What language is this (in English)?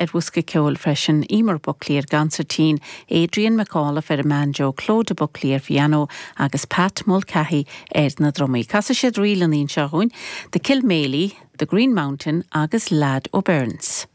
Irish